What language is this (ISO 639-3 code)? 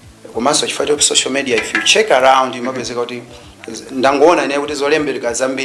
nya